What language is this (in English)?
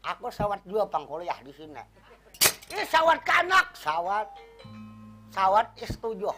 Banjar